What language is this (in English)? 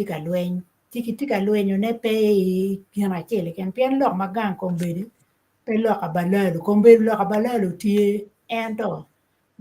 Acoli